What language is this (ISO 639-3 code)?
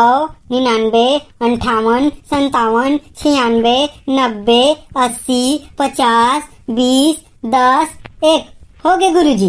hne